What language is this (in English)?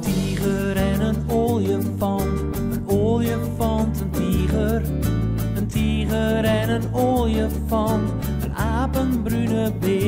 Western Frisian